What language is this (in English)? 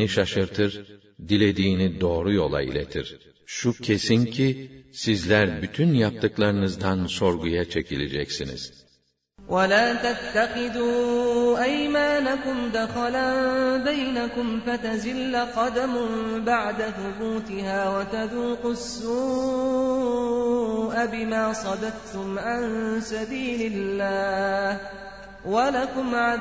Turkish